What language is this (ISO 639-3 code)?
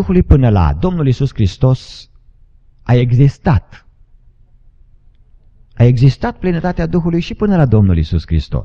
ron